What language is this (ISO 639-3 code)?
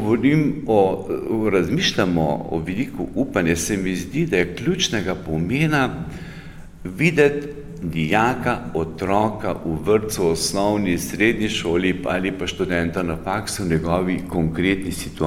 slv